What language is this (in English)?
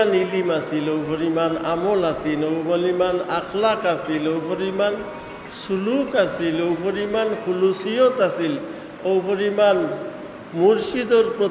Sylheti